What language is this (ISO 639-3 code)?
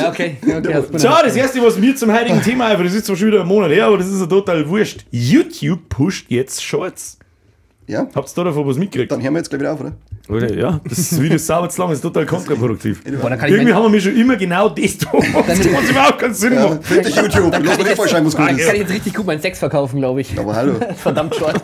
bar